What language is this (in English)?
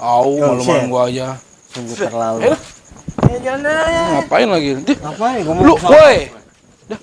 Betawi